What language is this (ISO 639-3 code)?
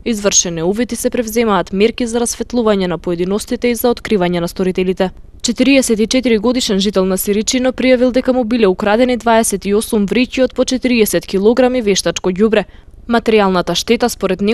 mkd